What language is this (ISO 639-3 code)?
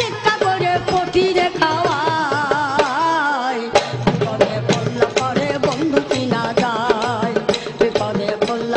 ben